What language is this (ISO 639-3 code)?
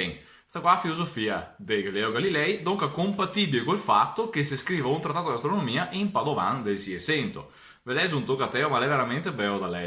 vec